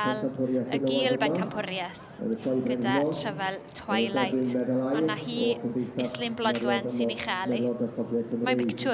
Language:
Welsh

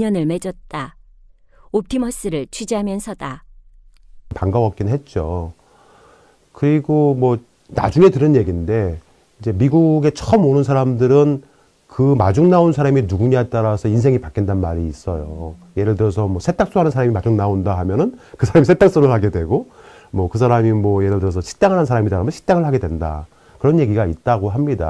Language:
Korean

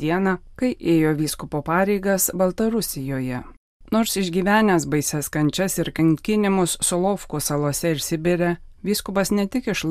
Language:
Lithuanian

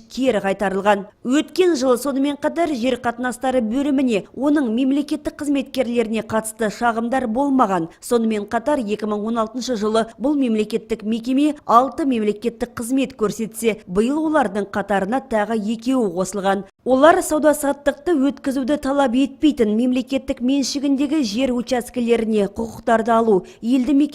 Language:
Kazakh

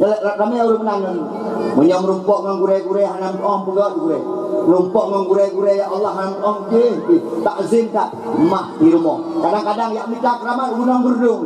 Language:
Achinese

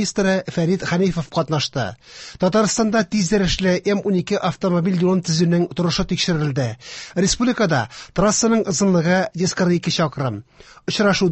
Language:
Tatar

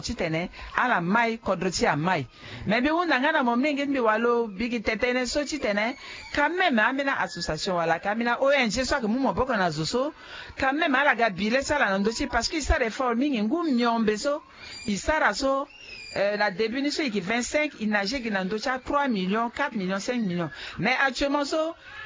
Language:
Sango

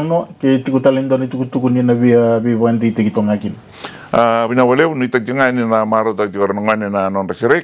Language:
Fijian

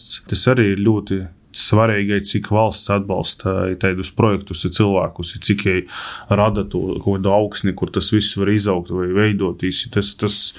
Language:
Latvian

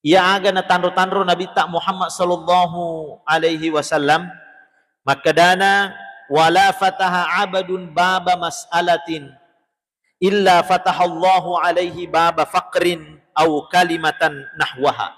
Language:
Buginese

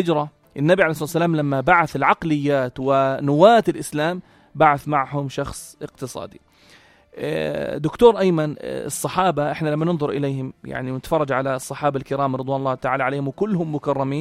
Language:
North Levantine Arabic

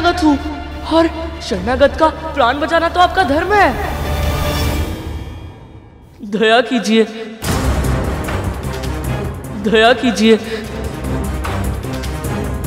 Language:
Hindi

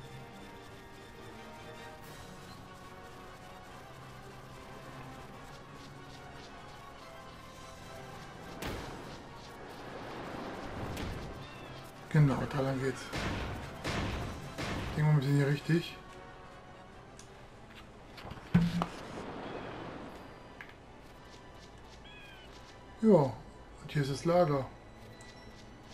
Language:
German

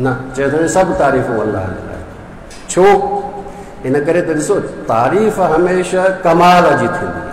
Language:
Sindhi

